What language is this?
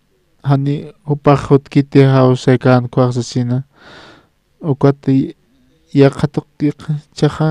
Aymara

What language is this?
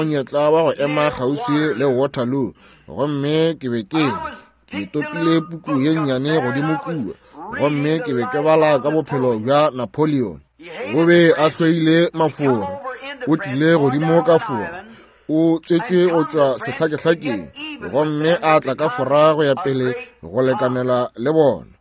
Northern Sotho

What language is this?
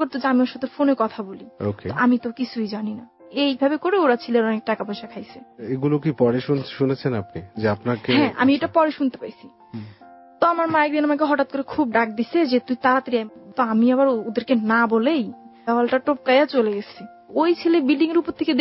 Bangla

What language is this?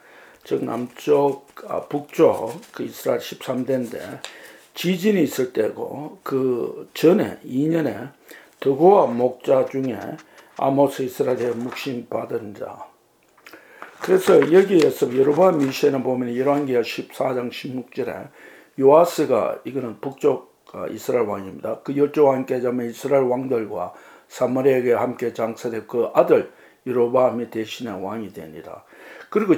Korean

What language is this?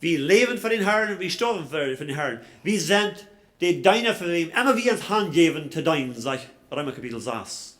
Plautdietsch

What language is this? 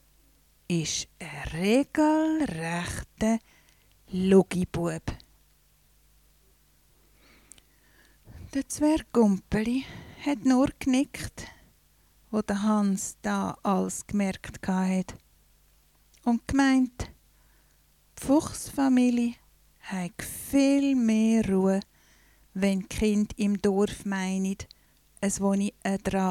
Swiss German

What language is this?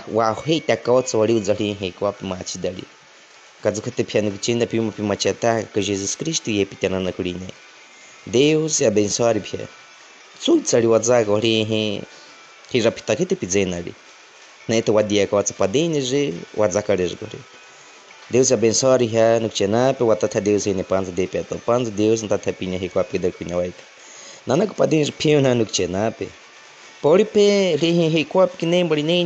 Baniwa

